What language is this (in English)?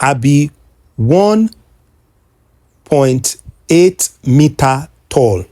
Nigerian Pidgin